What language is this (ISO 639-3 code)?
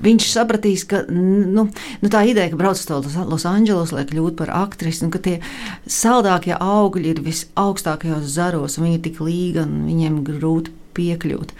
lav